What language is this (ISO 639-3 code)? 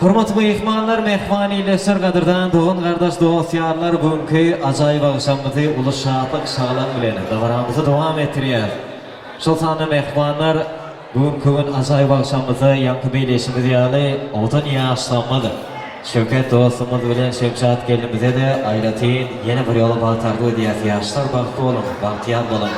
tuk